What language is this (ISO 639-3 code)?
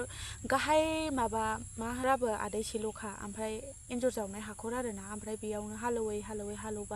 brx